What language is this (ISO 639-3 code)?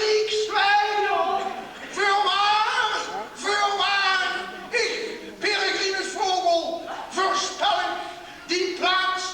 lim